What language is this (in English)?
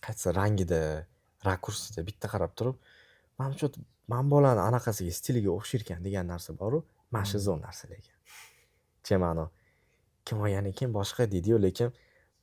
Uzbek